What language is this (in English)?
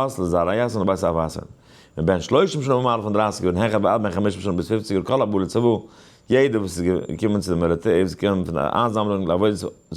Yiddish